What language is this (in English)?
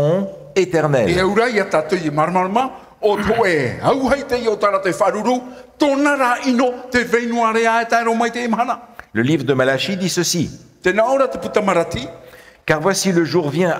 Tahitian